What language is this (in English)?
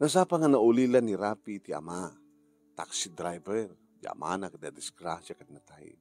Iloko